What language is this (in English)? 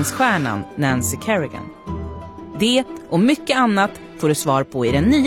Swedish